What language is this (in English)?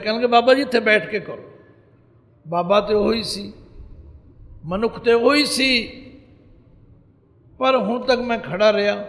Punjabi